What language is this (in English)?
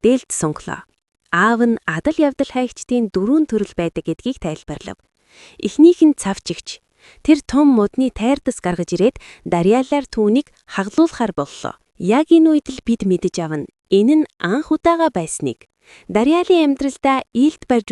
Mongolian